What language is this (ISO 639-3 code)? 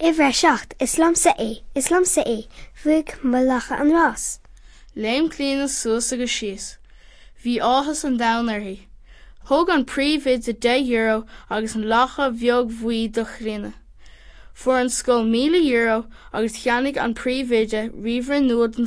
gle